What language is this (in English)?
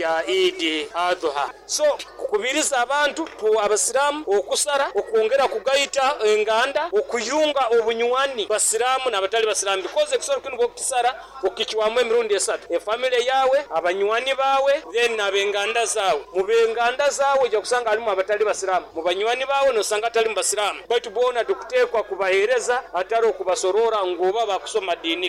Nyoro